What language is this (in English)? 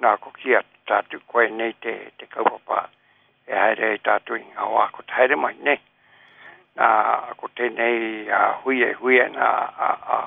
Māori